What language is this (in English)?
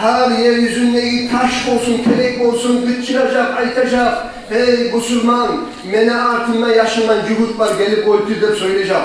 Kumyk